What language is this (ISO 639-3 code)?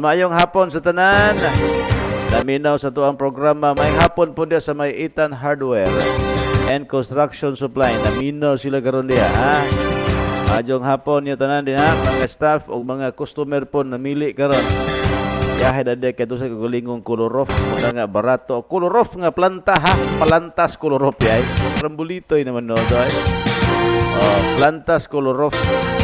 ceb